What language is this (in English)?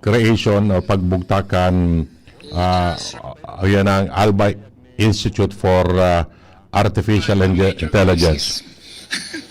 Bikol